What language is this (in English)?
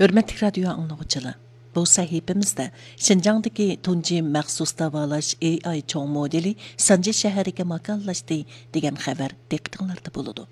Uyghur